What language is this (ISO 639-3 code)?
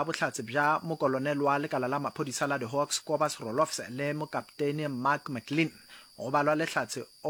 nso